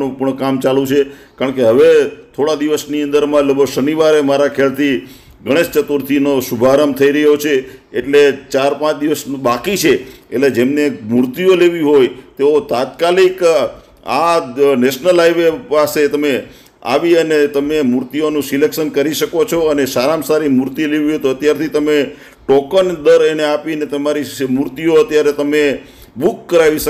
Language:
Gujarati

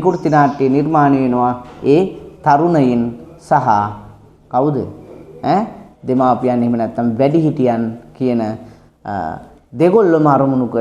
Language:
Sinhala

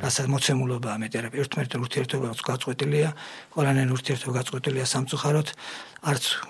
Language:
Georgian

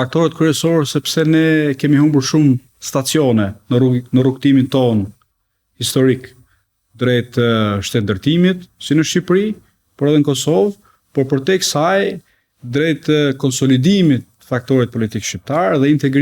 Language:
Albanian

